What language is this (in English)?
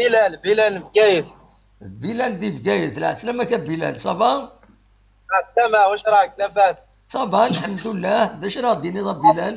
Kabyle